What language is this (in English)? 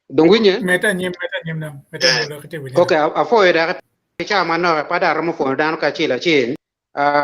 Acoli